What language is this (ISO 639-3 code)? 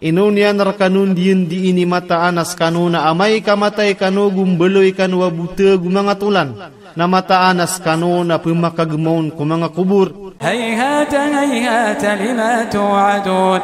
mrw